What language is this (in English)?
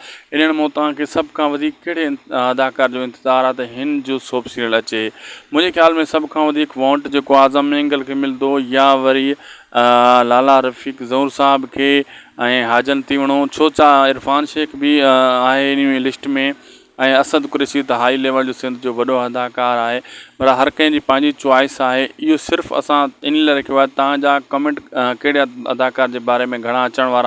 Sindhi